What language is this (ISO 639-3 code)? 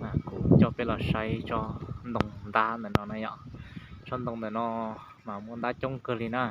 hmn